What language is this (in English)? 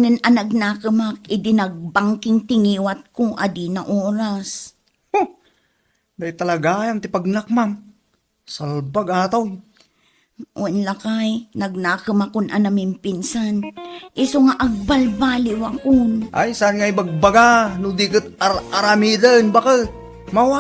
Iloko